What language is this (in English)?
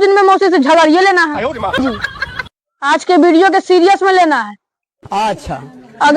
Magahi